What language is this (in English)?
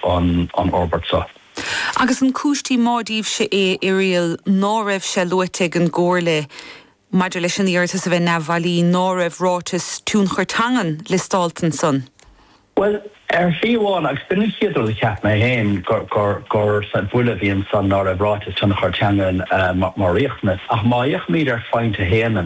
Irish